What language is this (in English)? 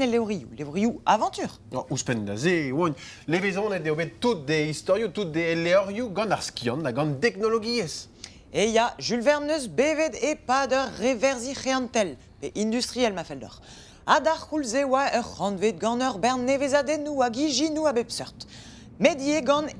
Breton